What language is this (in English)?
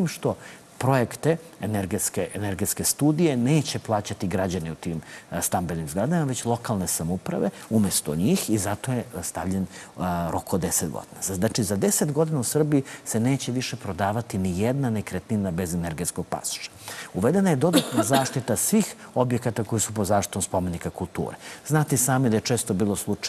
Serbian